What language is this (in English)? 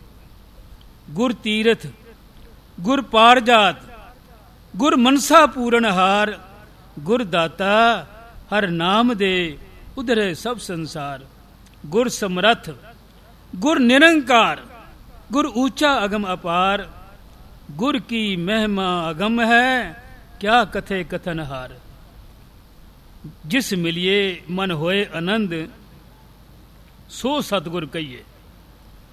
Punjabi